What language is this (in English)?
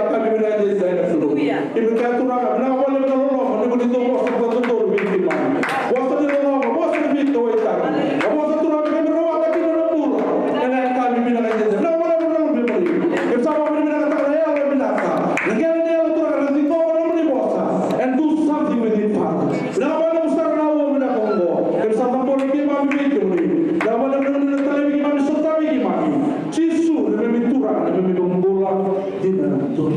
Fijian